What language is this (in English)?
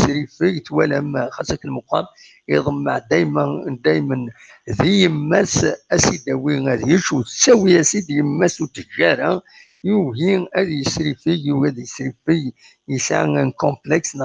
Kabyle